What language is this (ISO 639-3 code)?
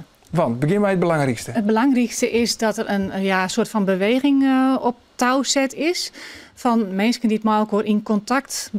fry